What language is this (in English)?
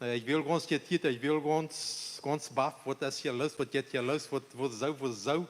Plautdietsch